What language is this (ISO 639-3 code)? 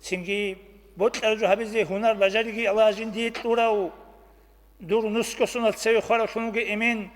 ava